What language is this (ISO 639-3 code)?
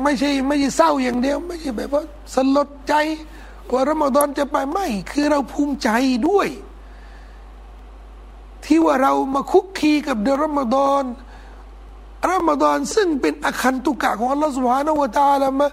tha